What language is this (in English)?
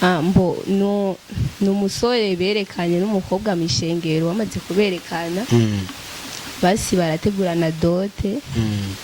Rundi